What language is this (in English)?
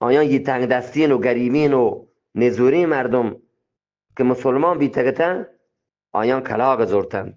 Eastern Balochi